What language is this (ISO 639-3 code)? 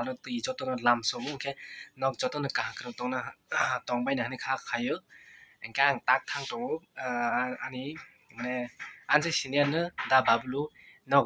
trp